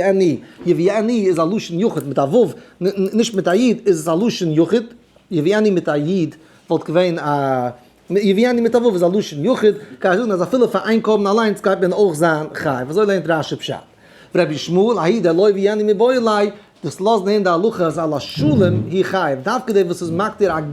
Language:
Yiddish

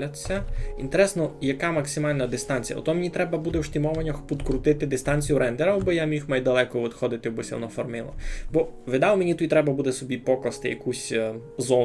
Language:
Rusyn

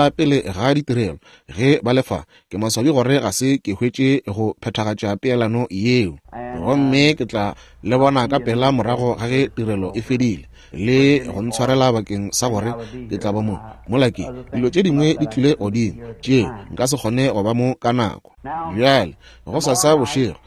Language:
Northern Sotho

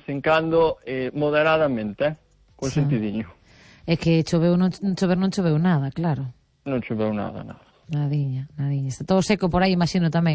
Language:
Galician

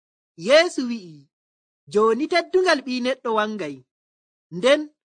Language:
Nigerian Fulfulde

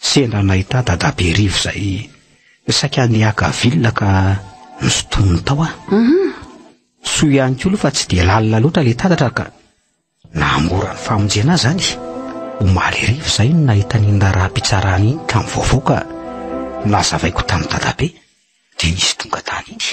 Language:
Malagasy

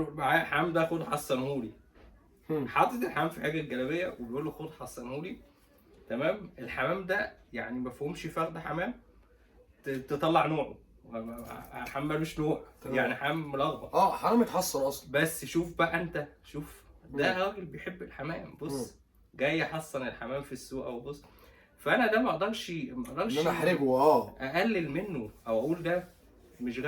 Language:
Egyptian Arabic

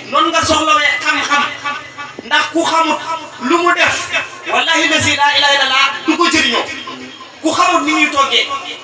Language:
Wolof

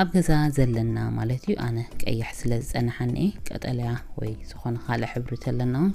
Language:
Tigrinya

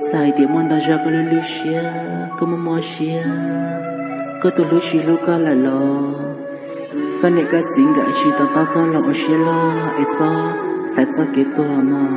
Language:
Hmong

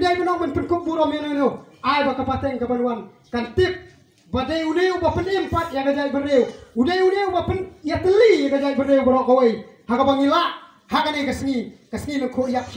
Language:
Khasi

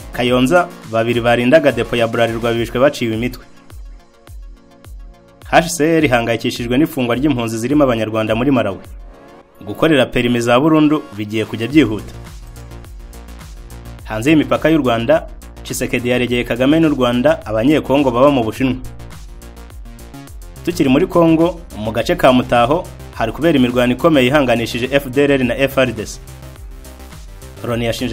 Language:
Kinyarwanda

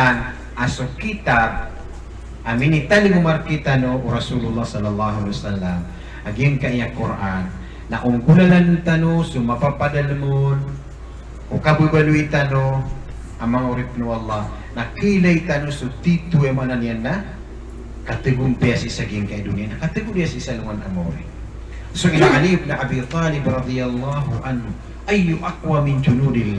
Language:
Maranao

